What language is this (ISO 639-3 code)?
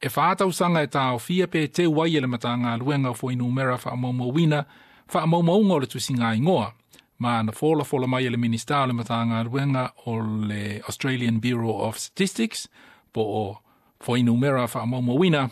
smo